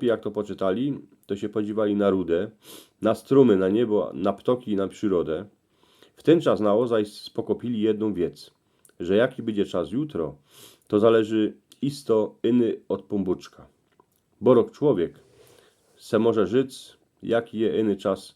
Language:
Silesian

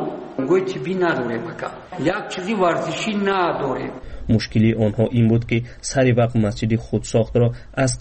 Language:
Tajik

